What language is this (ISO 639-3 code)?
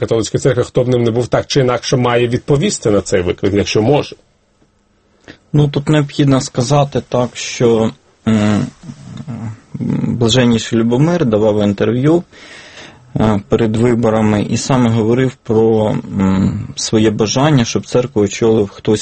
ukr